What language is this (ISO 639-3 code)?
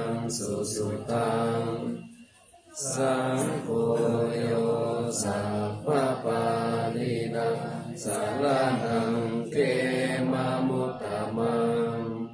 pli